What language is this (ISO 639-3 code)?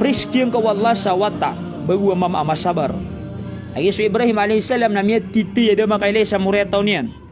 mrw